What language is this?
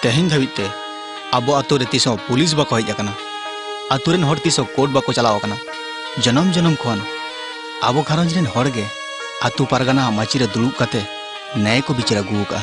Santali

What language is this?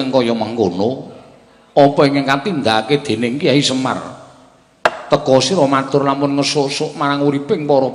Javanese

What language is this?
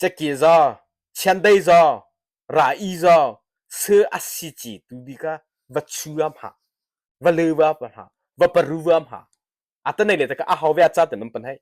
Mara Chin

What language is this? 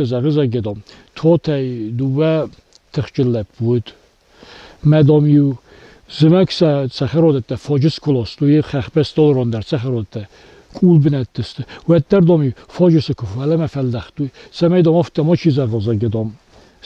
Ossetic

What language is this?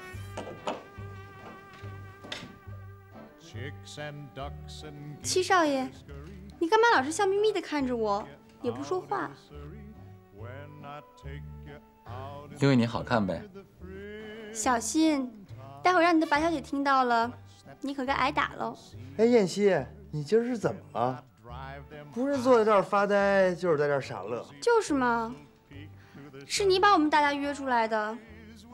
Chinese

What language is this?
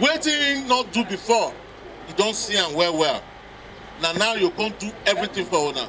Nigerian Pidgin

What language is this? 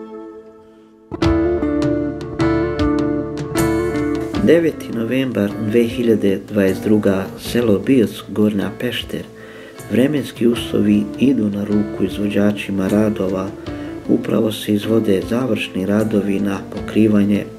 Bosnian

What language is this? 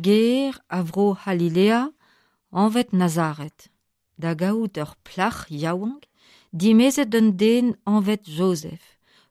Breton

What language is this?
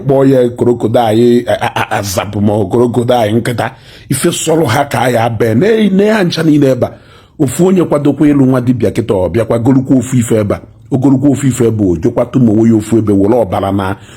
Igbo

